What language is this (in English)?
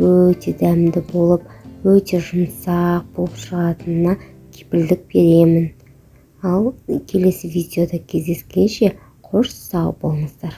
Kazakh